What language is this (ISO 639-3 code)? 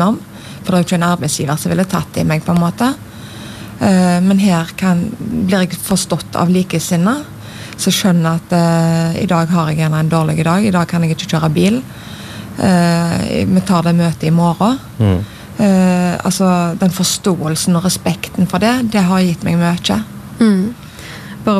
nor